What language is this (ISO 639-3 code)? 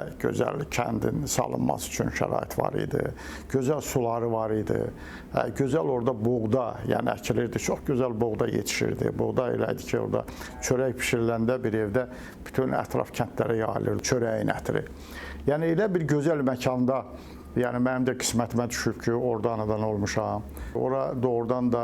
aze